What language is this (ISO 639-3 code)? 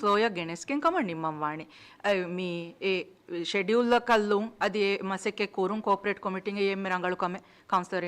div